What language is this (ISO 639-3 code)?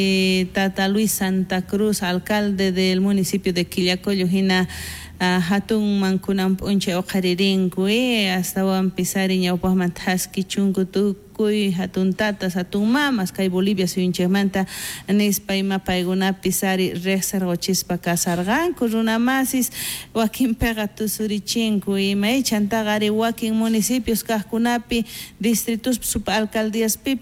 quh